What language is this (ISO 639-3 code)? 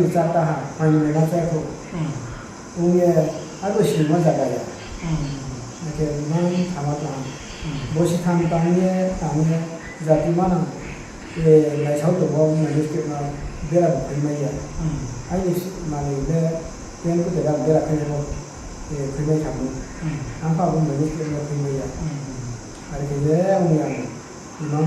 ria